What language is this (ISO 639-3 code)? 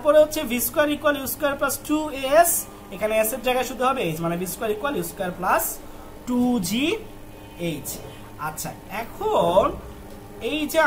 ben